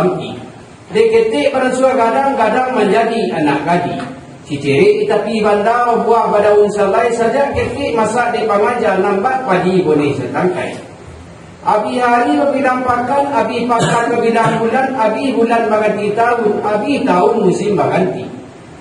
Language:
Minangkabau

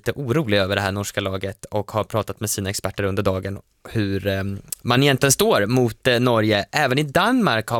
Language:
Swedish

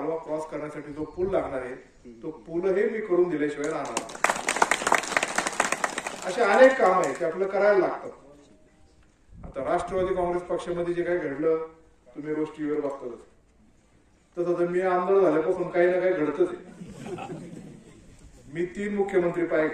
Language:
Marathi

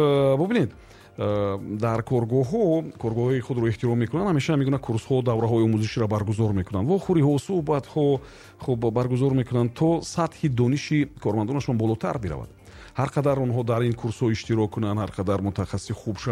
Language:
Tajik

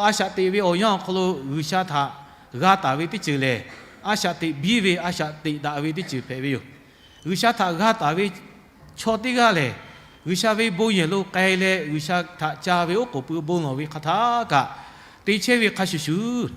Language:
Lahu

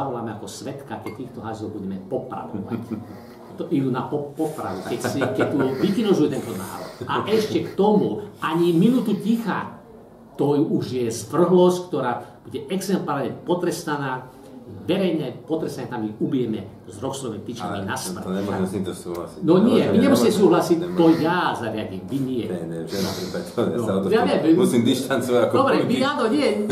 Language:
Slovak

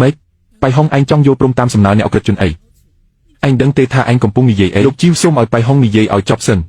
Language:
Khmer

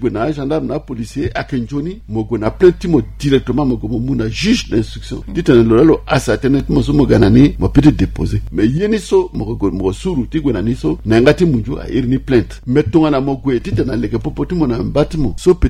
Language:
Sango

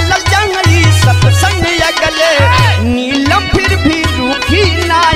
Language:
Bhojpuri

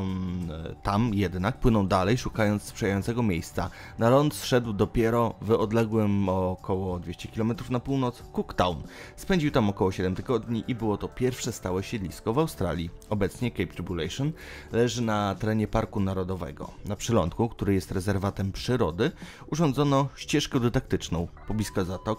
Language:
Polish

